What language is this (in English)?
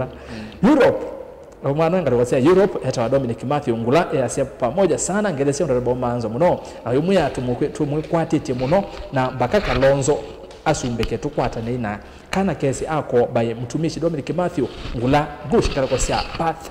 Kamba